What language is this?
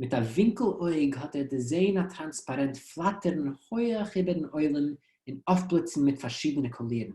Yiddish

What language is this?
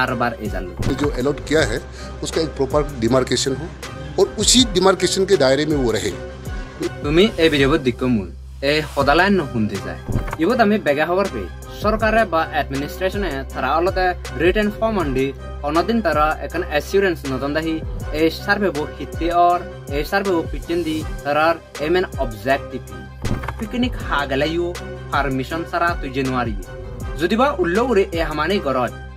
Chakma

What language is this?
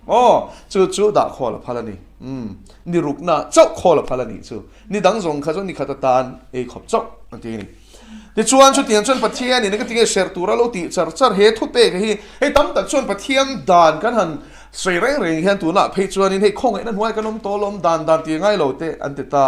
Mizo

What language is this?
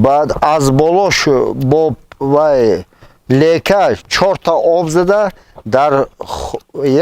Tajik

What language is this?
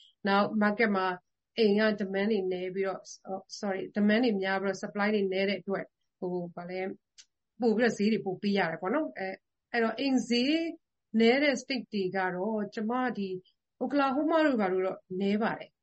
Burmese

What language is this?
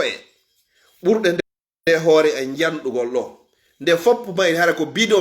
Fula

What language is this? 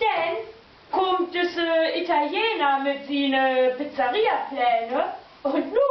Low German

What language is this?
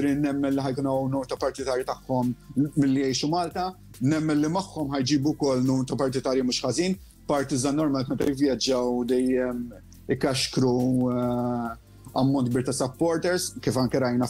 Maltese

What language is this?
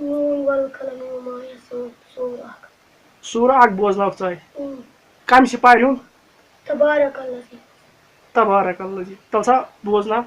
Kashmiri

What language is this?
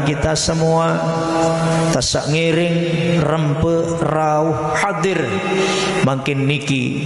Sasak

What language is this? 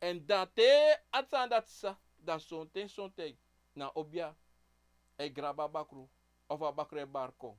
Sranan Tongo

